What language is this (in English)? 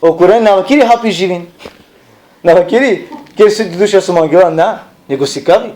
Balkan Romani